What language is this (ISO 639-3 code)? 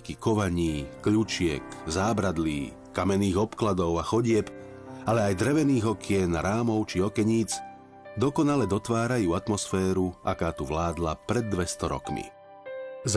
slk